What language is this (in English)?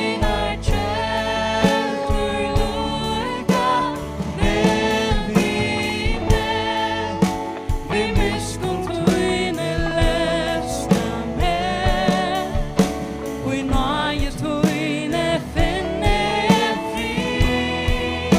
Faroese